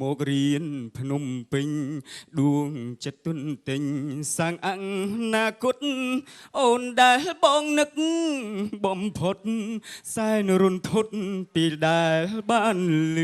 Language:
Khmer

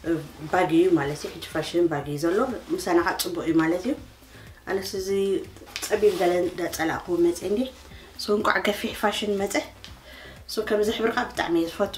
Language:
Tigrinya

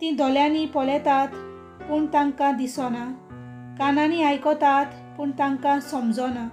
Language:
Konkani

